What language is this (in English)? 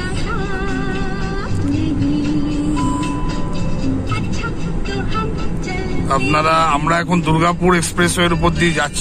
Bangla